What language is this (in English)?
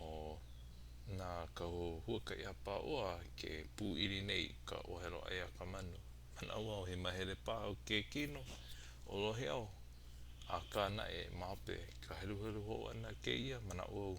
Hawaiian